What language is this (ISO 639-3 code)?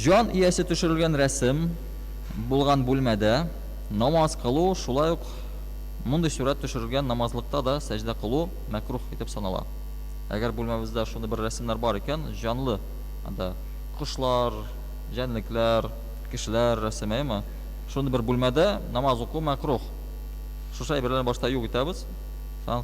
tat